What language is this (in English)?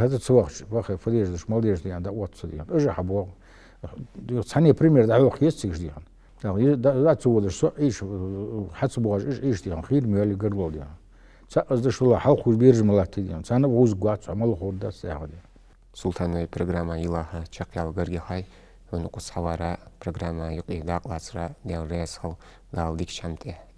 Ingush